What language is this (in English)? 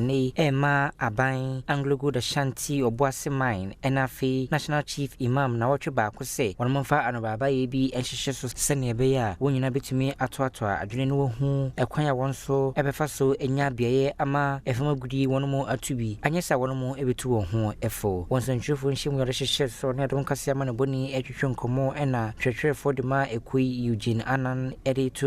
Akan